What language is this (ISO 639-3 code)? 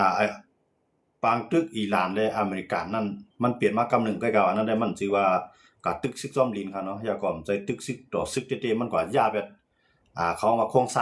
shn